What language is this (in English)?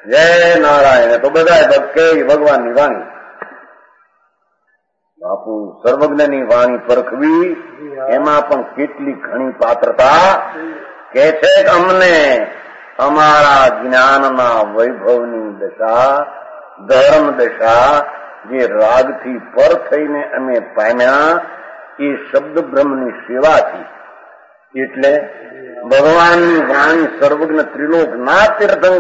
Gujarati